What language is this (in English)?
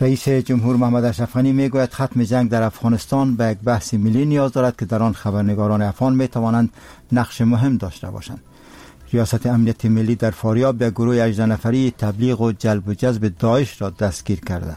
Persian